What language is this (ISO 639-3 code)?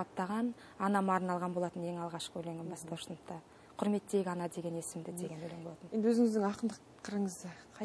kaz